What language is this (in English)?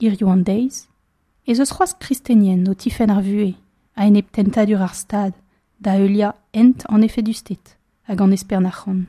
Breton